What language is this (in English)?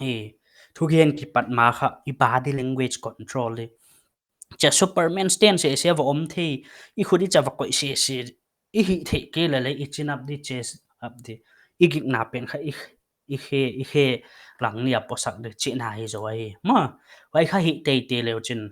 Paite Chin